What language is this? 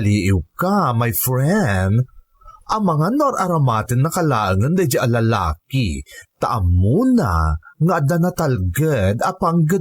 Iloko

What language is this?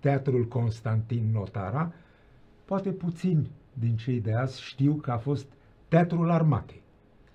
Romanian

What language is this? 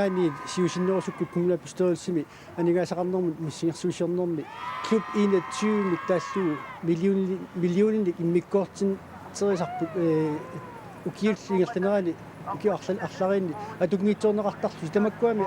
Kalaallisut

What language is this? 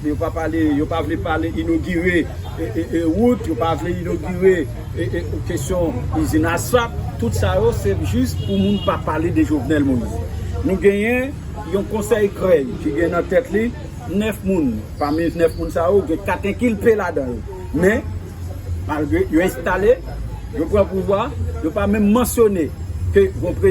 Haitian Creole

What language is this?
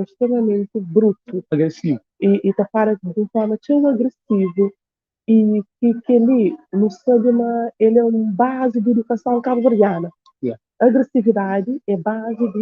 Kabuverdianu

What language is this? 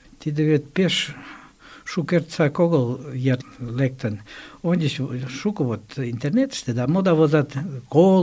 Mari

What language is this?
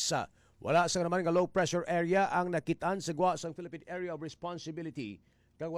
Hiligaynon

